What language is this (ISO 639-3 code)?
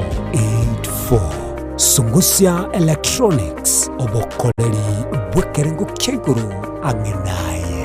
guz